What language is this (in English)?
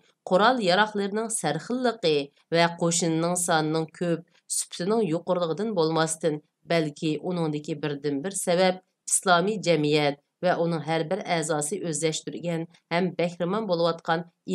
Uyghur